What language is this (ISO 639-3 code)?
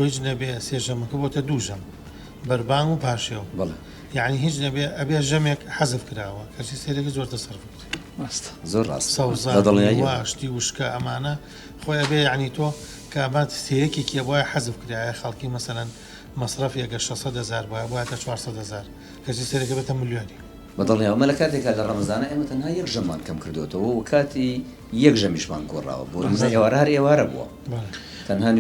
ckb